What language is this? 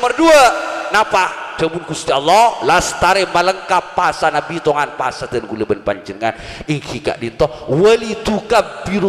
Madurese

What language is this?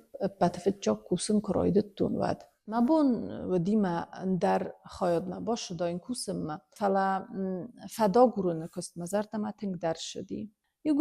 Ossetic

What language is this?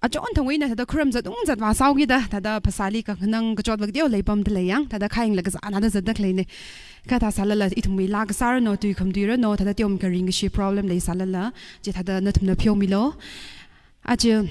Tangkhul Naga (India)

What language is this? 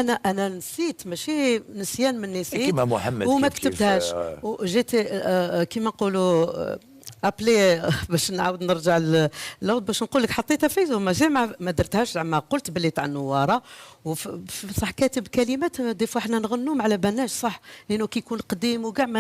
Algerian Arabic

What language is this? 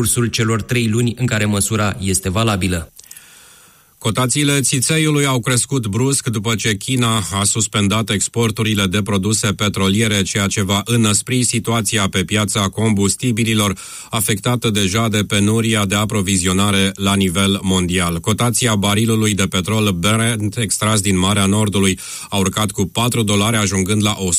Romanian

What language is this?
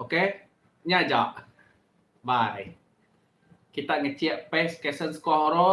Iban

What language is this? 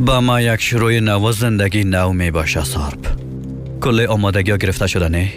Persian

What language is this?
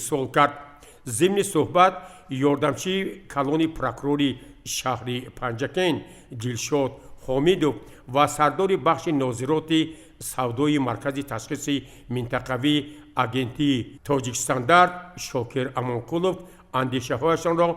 Tajik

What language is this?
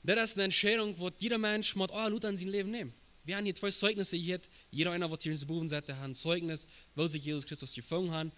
Plautdietsch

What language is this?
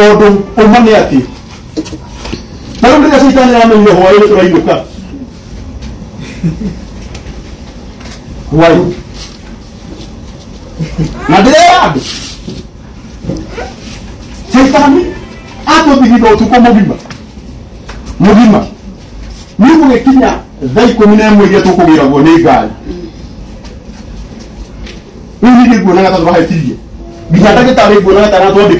Kikuyu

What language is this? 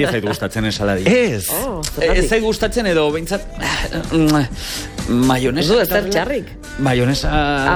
Basque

